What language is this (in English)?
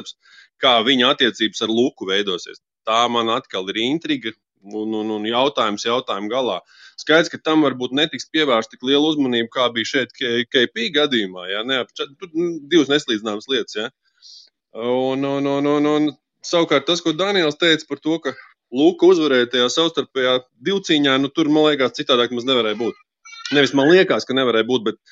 Latvian